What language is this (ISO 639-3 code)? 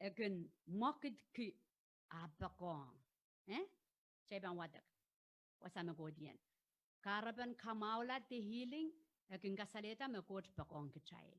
pon